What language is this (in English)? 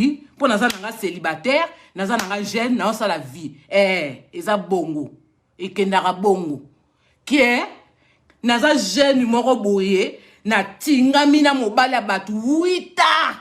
Lingala